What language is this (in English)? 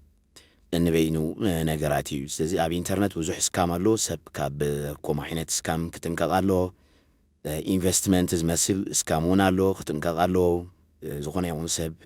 Tigrinya